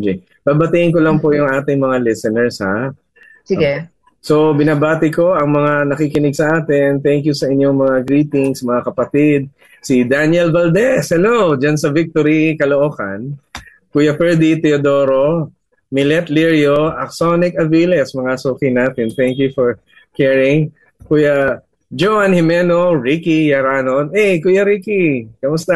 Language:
Filipino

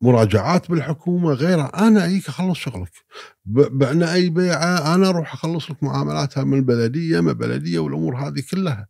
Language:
Gulf Arabic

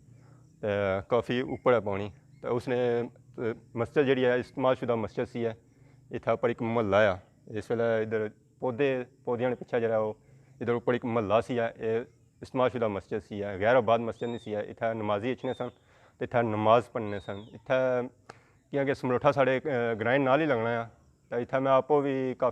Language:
Pahari-Potwari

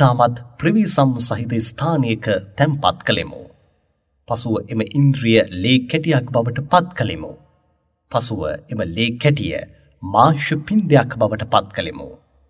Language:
Sinhala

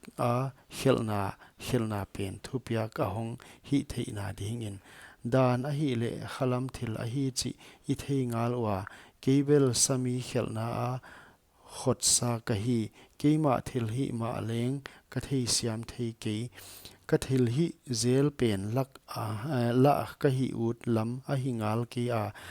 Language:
Paite Chin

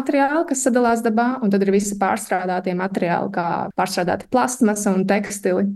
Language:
Latvian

